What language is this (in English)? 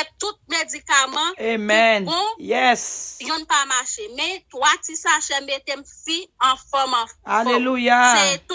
Haitian Creole